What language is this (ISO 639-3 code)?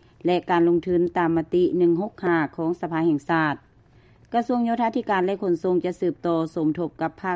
lao